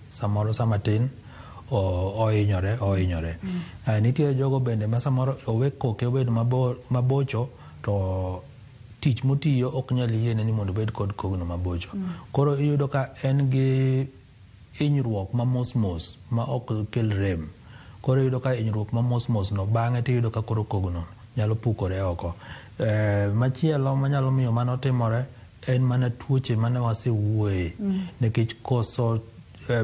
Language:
Luo (Kenya and Tanzania)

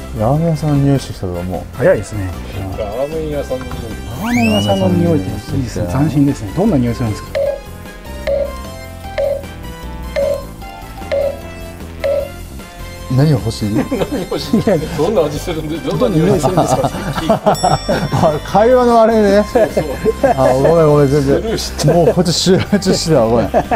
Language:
Japanese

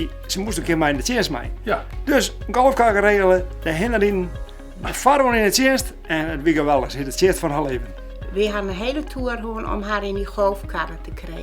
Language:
Western Frisian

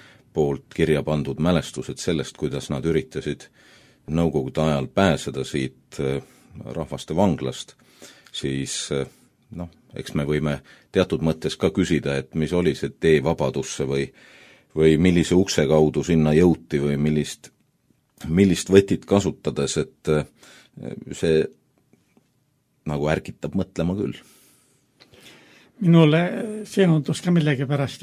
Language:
Estonian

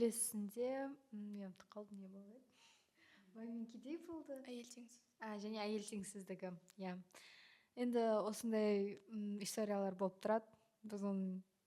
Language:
Kazakh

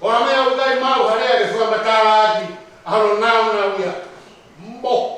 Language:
Tongan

